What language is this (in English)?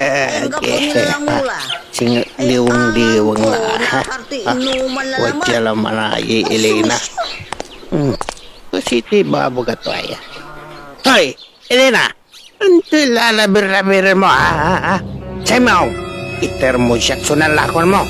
Pangasinan